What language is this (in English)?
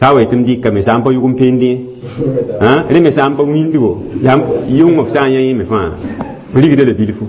Mossi